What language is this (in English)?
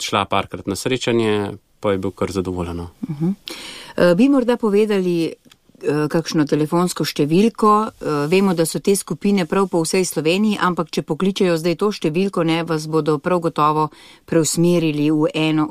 Slovenian